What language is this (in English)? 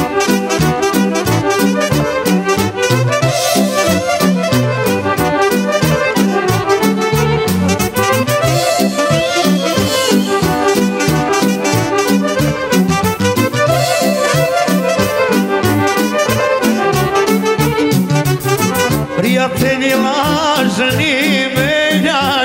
Serbian